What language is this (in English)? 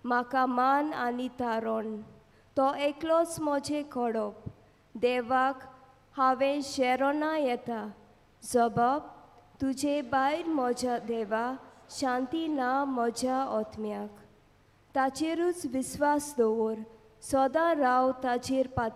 Konkani